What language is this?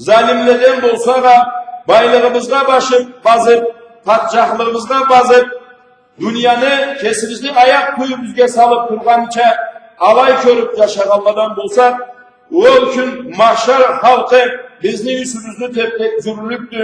Karachay-Balkar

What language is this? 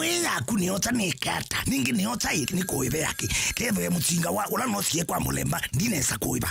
Kamba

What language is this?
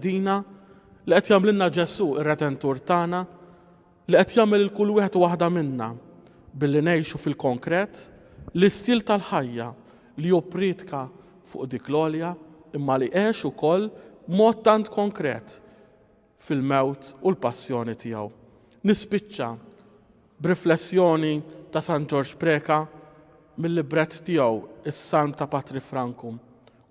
Maltese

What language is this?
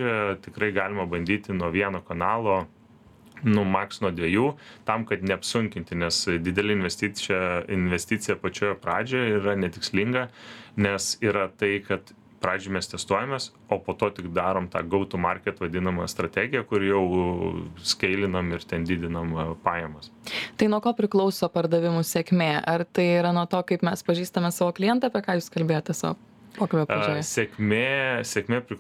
Lithuanian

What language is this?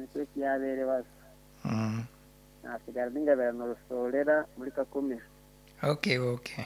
Nyankole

